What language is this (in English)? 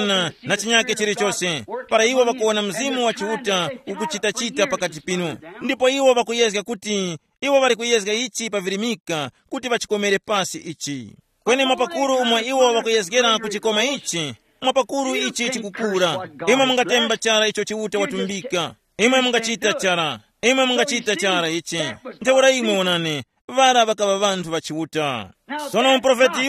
Tumbuka